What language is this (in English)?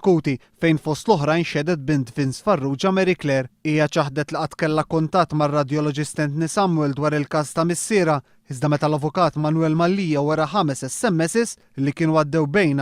Maltese